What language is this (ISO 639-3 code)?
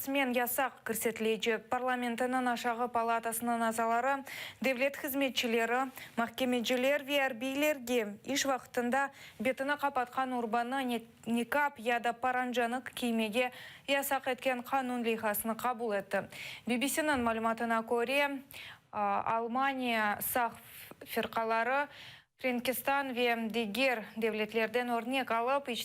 crh